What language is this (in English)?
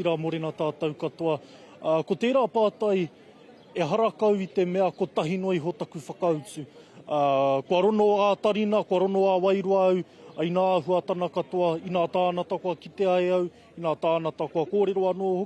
Māori